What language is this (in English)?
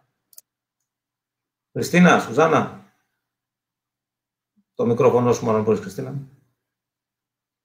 Greek